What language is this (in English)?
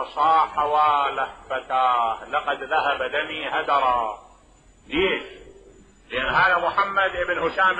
Mesopotamian Arabic